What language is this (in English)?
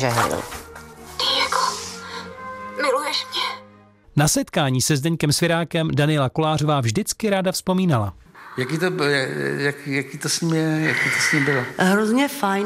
Czech